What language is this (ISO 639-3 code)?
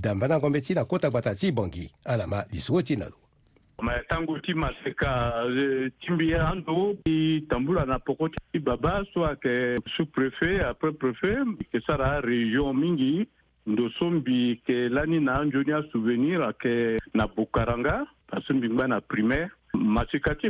sag